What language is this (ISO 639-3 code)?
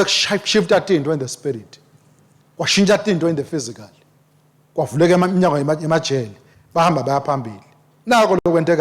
ssw